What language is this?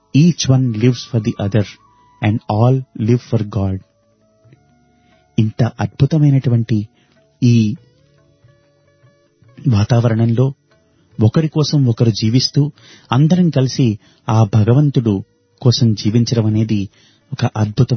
Telugu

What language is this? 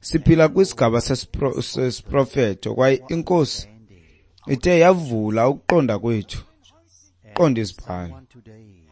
Xhosa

